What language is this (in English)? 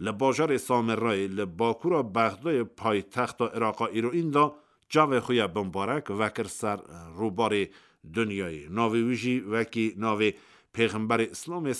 Kurdish